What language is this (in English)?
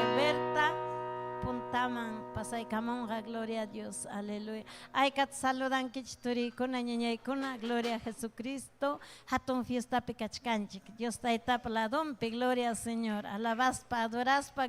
Ayacucho Quechua